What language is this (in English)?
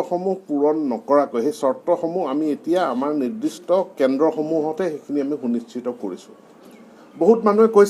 Assamese